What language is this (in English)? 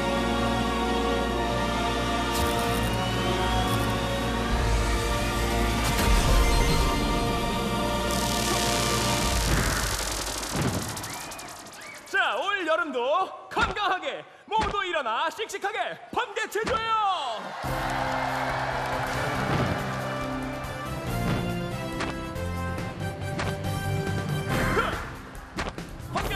Korean